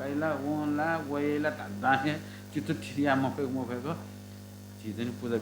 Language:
Newari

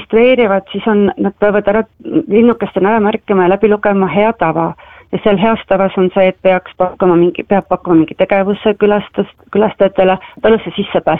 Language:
Estonian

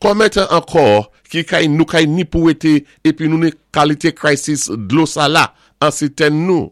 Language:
Saint Lucian Creole French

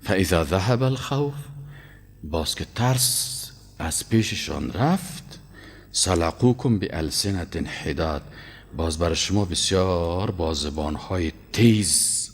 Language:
Persian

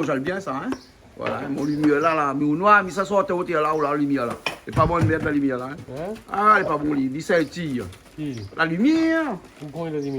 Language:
Réunion Creole French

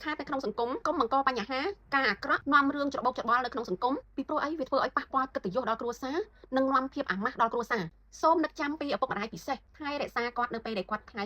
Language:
Khmer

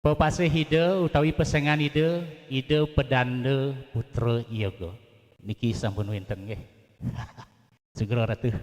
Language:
Balinese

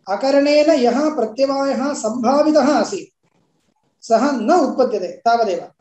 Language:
Sanskrit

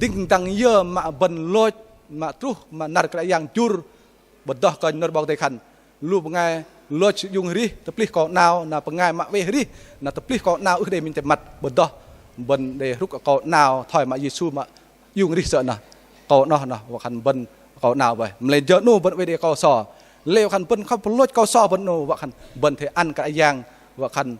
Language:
Bahnar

